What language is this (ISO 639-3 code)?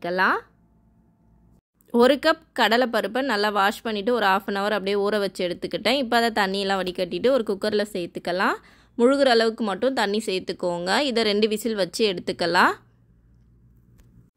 tam